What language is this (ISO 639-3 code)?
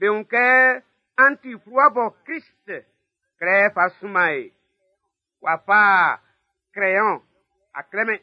bci